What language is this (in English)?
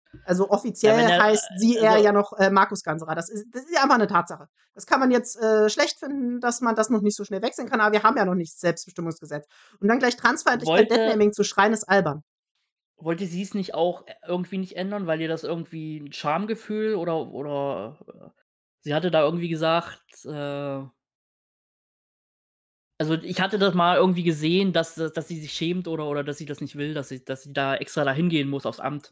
German